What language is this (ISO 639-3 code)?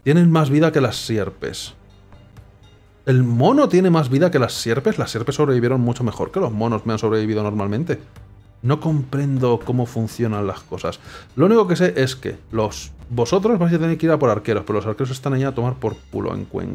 spa